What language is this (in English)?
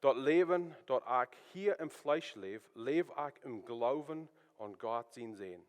Plautdietsch